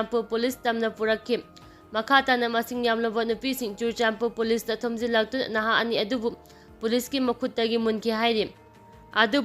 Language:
Manipuri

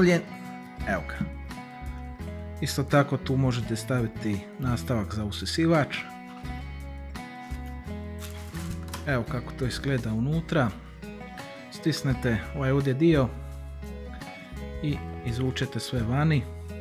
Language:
Croatian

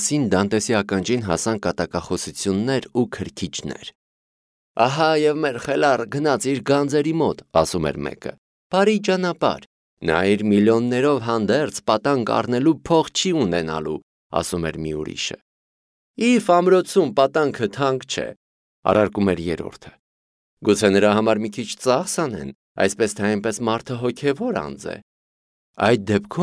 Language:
Armenian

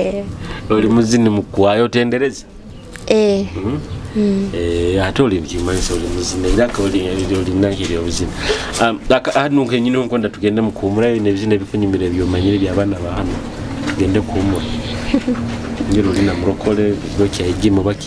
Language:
Nyoro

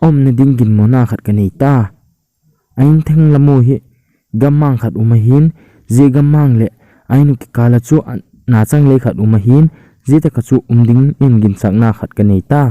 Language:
Thado Chin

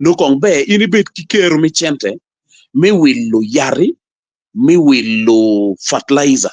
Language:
Acoli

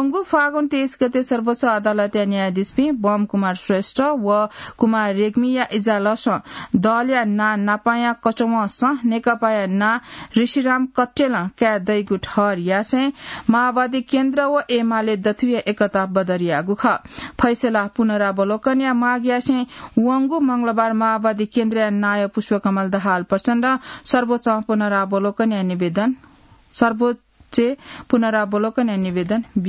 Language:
Newari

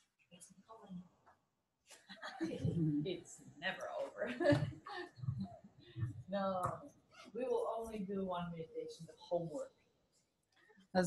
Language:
English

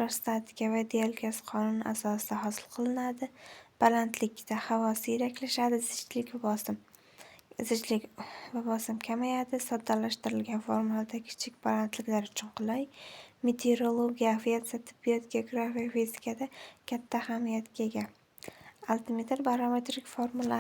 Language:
Uzbek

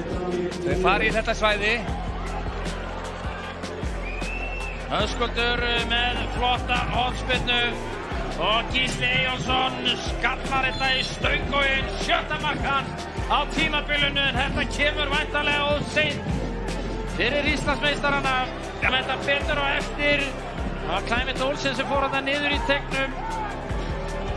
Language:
Icelandic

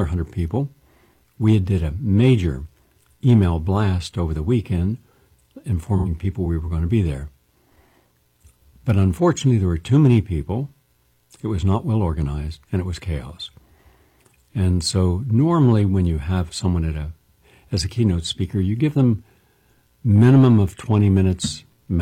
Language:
English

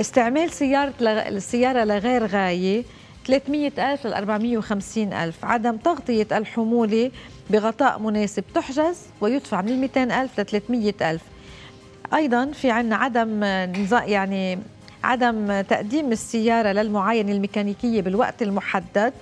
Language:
North Levantine Arabic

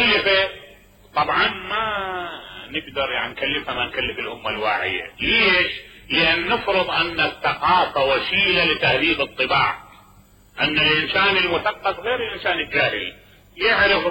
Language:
Mesopotamian Arabic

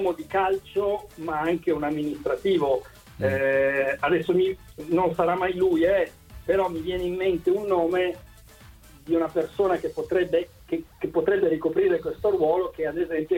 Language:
Italian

